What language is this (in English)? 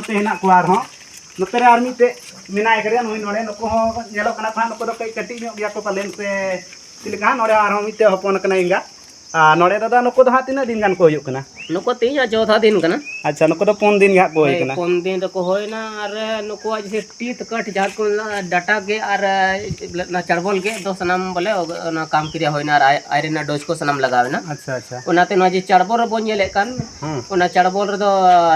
Santali